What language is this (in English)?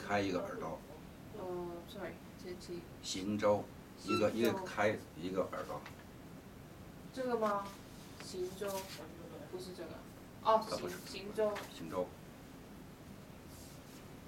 Chinese